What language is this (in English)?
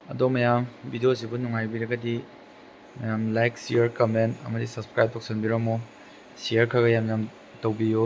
Manipuri